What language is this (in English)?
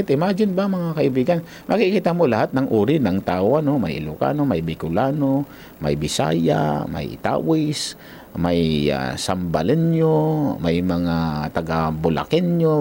Filipino